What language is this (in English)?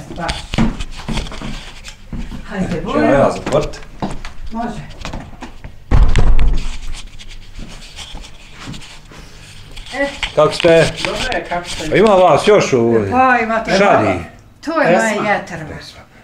Bosnian